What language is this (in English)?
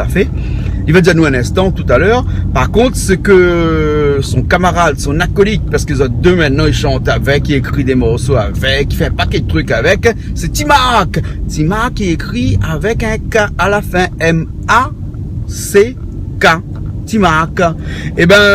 Réunion Creole French